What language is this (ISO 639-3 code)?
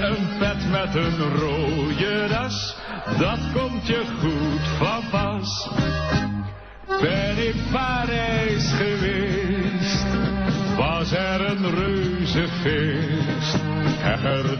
nld